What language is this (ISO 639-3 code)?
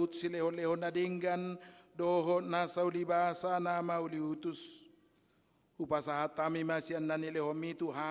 bbc